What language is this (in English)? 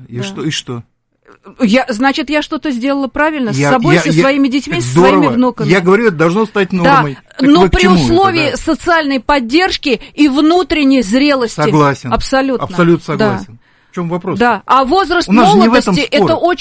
Russian